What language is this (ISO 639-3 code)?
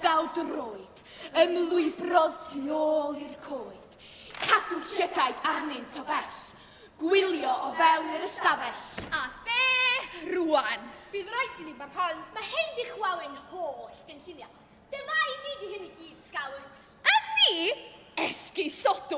cym